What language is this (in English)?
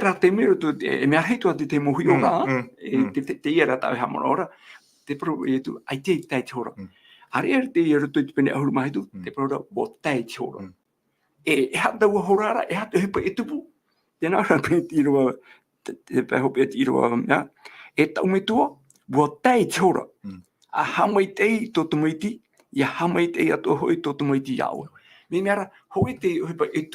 Tahitian